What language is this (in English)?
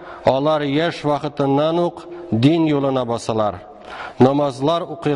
Tatar